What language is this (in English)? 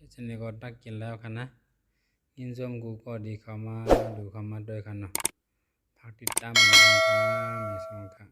Shan